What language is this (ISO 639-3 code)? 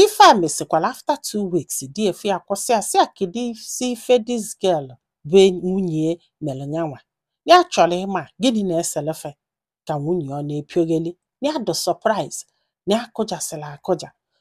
ibo